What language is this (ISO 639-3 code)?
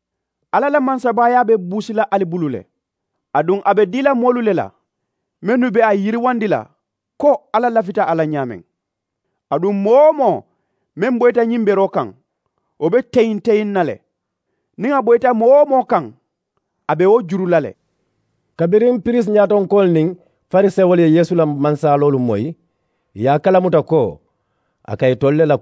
man